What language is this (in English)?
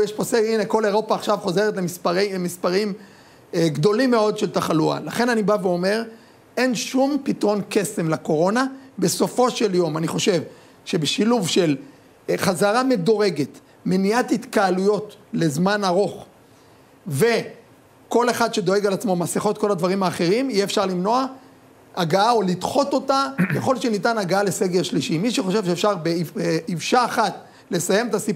Hebrew